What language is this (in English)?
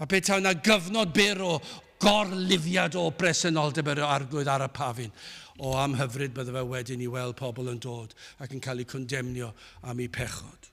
Welsh